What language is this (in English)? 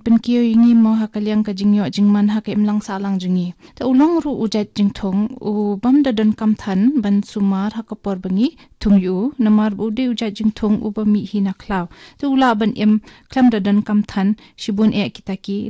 Khasi